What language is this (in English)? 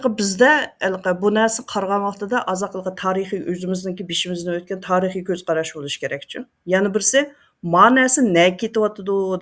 Uyghur